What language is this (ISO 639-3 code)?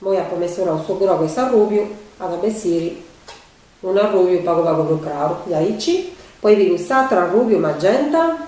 srd